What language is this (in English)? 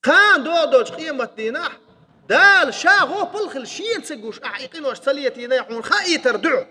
Chechen